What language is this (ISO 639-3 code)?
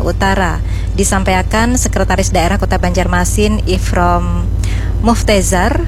bjn